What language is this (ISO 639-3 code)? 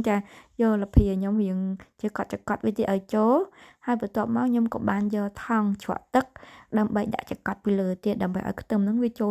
khm